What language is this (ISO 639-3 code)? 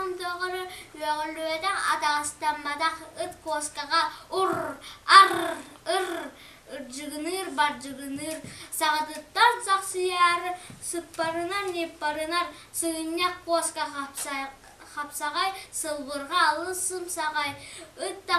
sah